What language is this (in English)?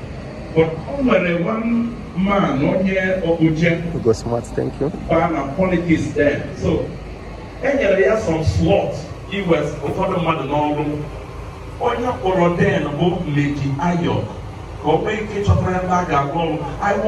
Igbo